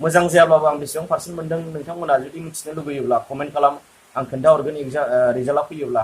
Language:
Bodo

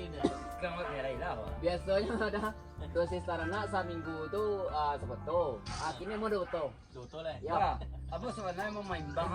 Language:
Minangkabau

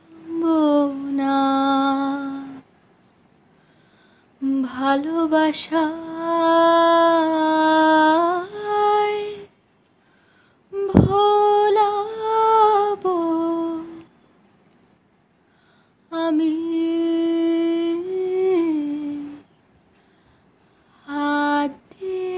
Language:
Bangla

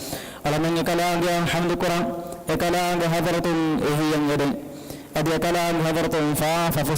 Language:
Divehi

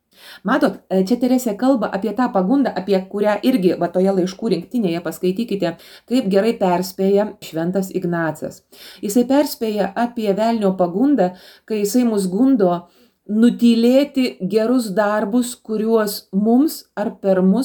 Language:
Lithuanian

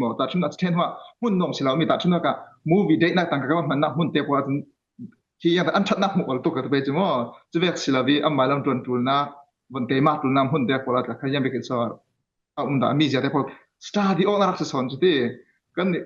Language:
Falam Chin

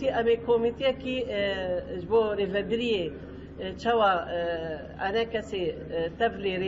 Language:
Kurdish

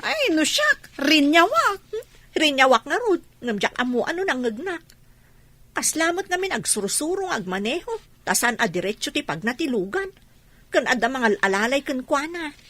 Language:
Iloko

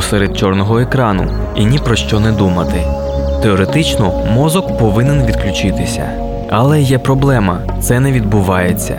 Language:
Ukrainian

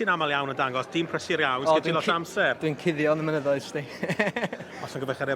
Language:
Welsh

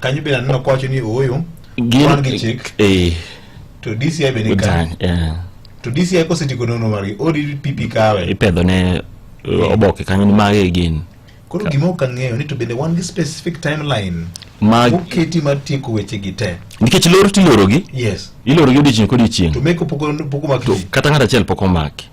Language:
Luo (Kenya and Tanzania)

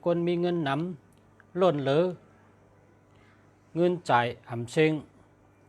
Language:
Shan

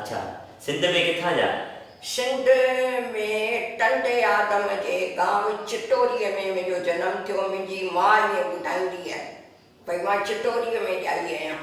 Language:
Sindhi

